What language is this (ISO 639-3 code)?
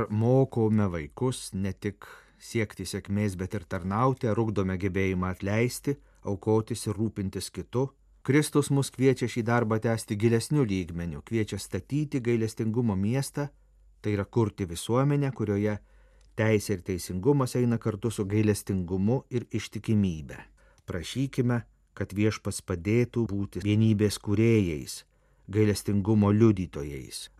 lit